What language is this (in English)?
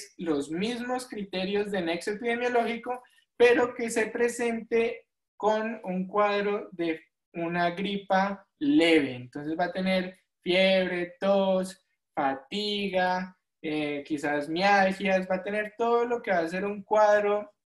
Spanish